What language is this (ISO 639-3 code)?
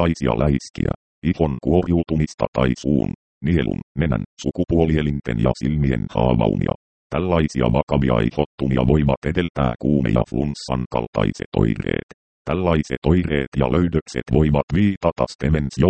fin